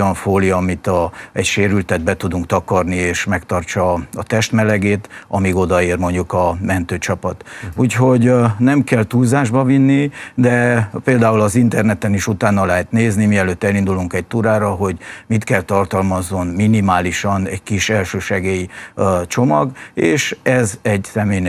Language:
Hungarian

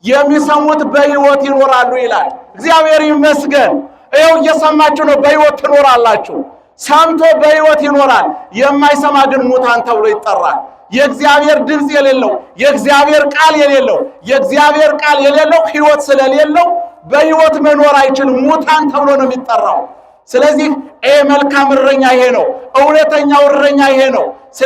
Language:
Amharic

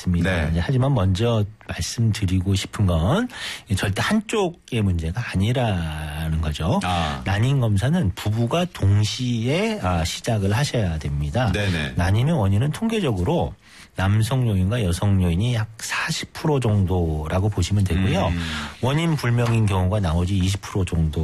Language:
Korean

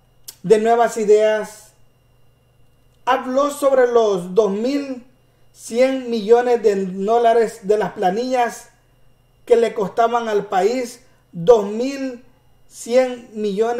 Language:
Spanish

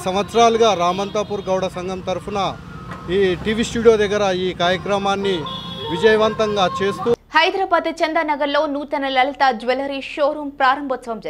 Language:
Telugu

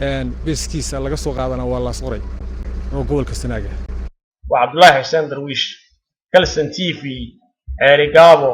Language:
Somali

